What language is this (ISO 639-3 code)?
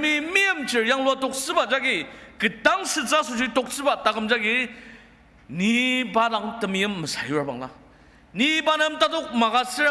njo